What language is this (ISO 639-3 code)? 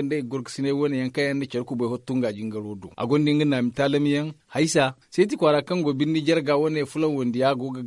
dje